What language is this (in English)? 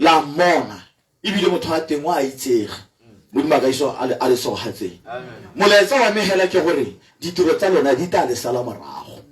Tswana